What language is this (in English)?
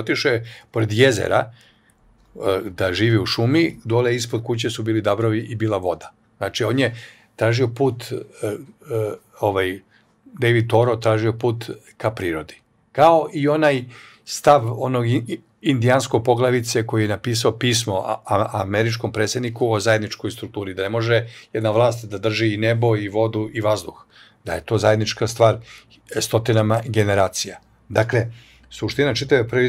Serbian